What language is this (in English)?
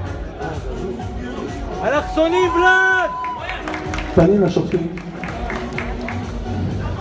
Hebrew